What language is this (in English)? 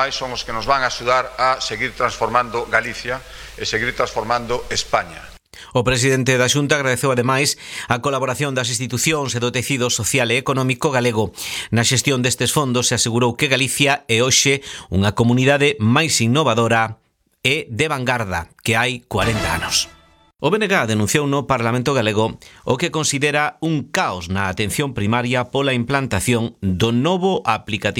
Galician